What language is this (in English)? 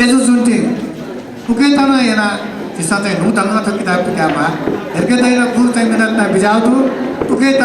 Newari